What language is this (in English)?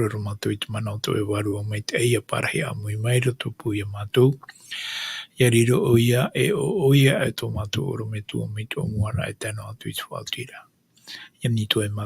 Tahitian